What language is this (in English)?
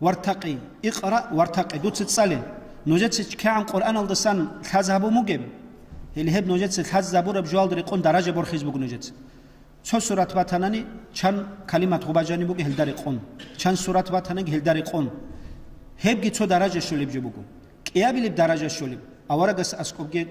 Avaric